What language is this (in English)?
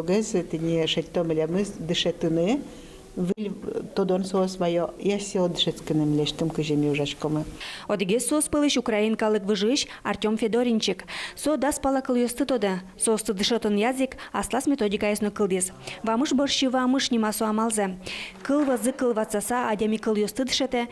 Udmurt